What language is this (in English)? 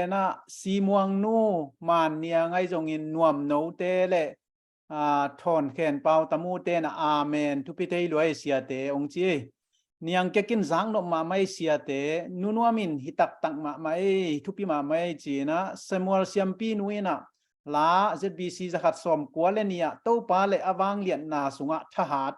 Tedim Chin